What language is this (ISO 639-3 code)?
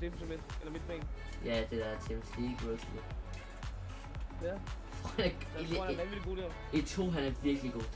dan